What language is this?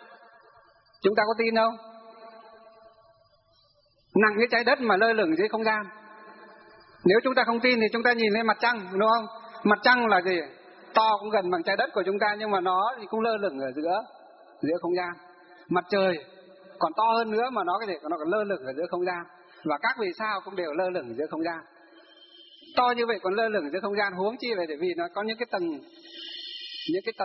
Vietnamese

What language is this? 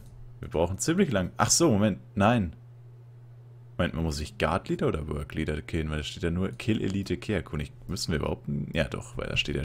German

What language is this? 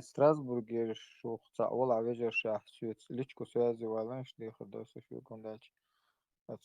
Chechen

